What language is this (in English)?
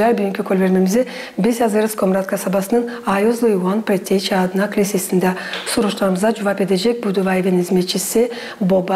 Gagauz